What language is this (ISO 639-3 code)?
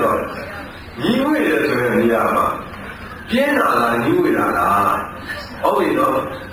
mya